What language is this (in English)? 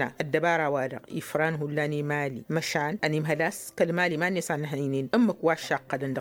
Tamasheq